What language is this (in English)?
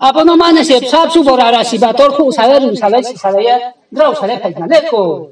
Riang (India)